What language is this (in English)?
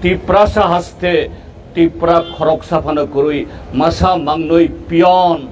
Kok Borok